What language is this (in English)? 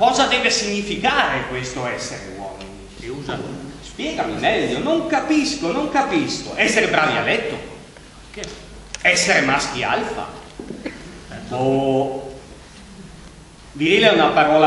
Italian